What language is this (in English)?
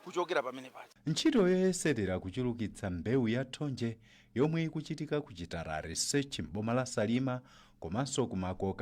Nyanja